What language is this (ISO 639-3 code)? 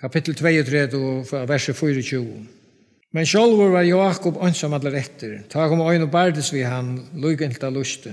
fao